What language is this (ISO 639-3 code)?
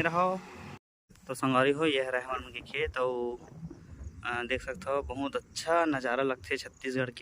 hne